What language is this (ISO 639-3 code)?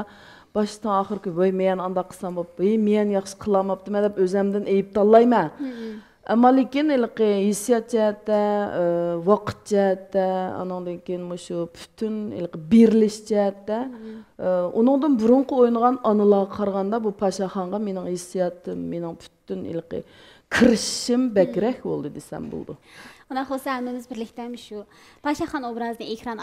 uig